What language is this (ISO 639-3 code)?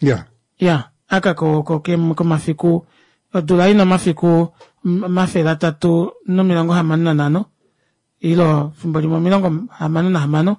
kua